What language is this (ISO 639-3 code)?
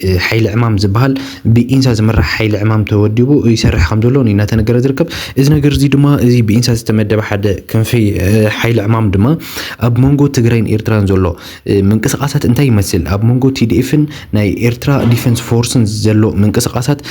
tir